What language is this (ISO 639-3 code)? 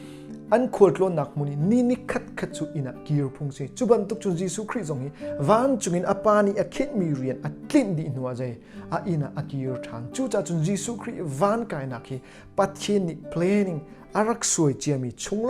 cnh